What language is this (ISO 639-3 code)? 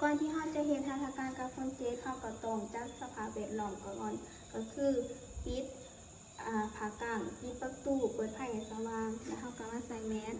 lao